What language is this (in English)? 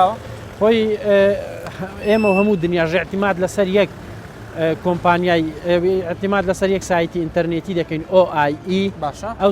Central Kurdish